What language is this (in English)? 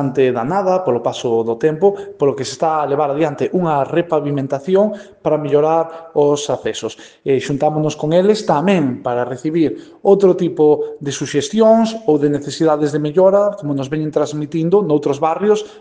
Galician